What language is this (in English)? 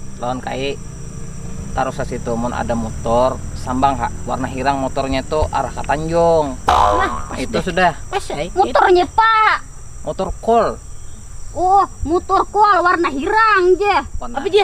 Banjar